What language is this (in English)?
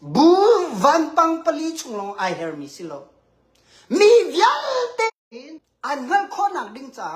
Hakha Chin